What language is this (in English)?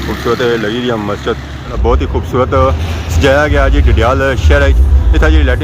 Pahari-Potwari